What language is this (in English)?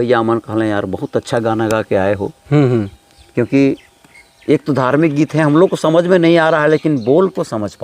Sadri